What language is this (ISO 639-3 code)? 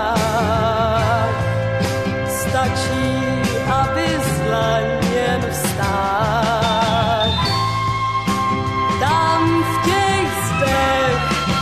ces